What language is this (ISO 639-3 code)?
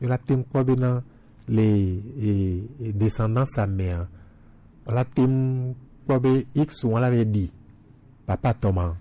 gej